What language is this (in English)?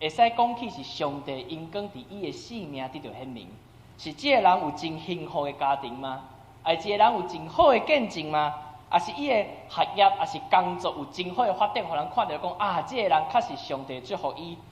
Min Nan Chinese